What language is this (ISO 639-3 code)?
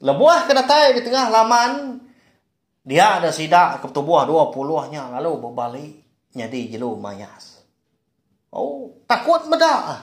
iba